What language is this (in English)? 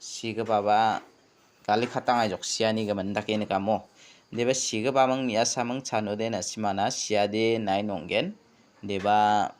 Garo